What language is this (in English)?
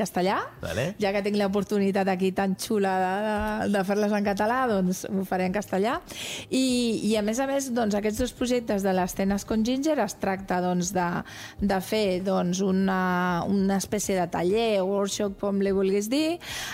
Catalan